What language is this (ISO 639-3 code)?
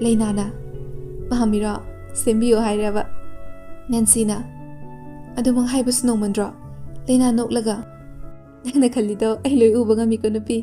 mni